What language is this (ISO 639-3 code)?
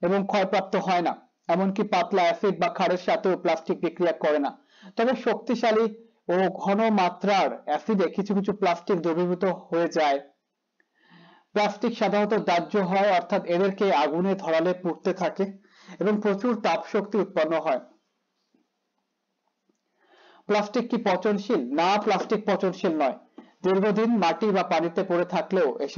ben